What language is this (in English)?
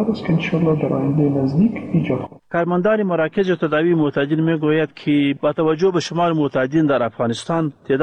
Persian